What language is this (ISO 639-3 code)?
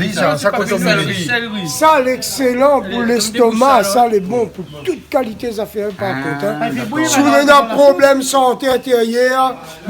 rcf